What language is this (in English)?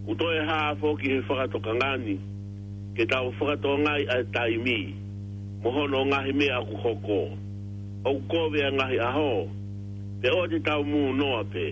Tongan